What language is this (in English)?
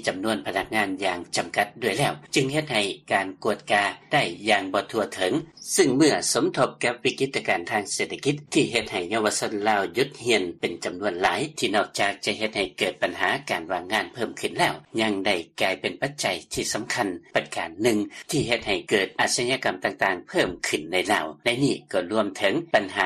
Lao